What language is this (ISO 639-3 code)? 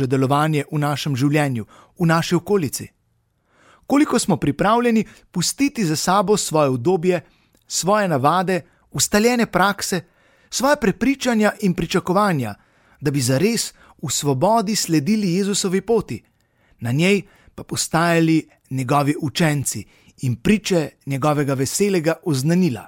slv